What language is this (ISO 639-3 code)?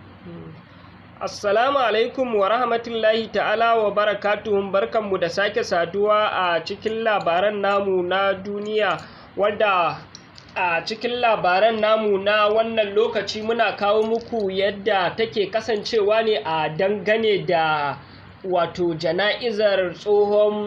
hau